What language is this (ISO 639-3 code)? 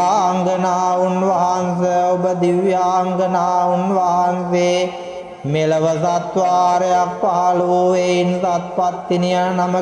sin